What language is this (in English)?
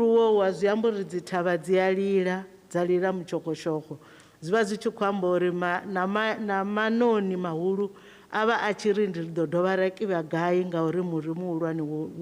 Venda